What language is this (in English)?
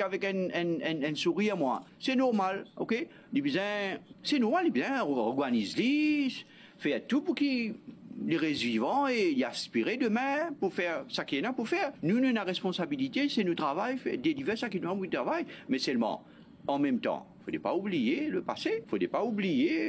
Morisyen